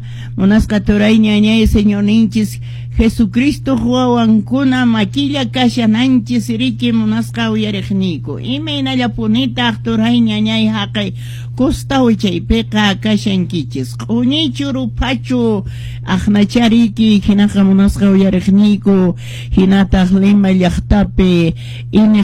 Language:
Quechua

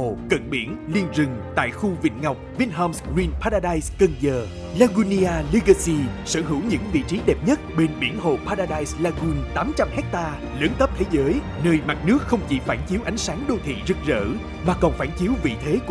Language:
Vietnamese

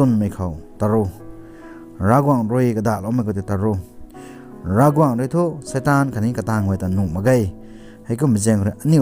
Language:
Rongmei Naga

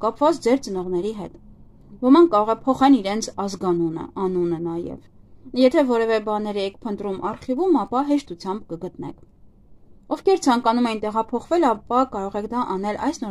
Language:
Armenian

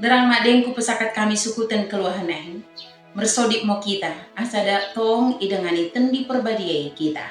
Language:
Batak Dairi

